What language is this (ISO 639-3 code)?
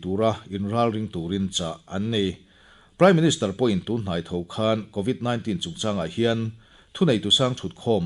lus